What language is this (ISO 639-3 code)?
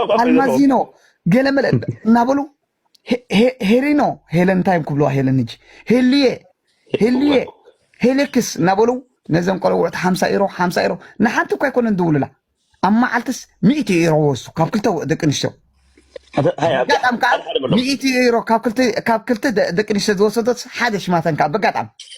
tir